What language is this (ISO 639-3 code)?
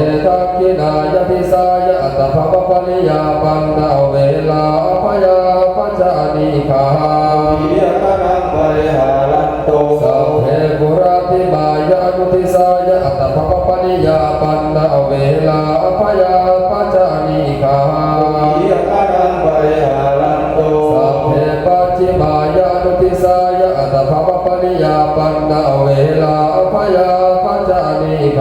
pli